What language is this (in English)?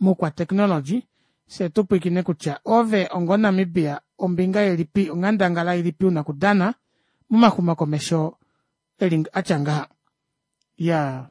Kuanyama